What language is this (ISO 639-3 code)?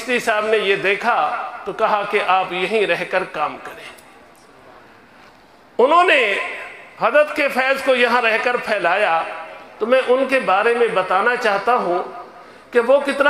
urd